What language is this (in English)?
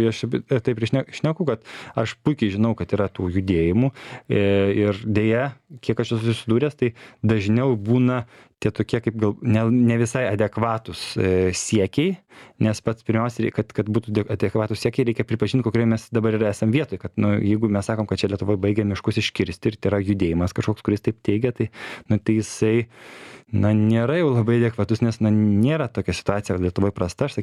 Lithuanian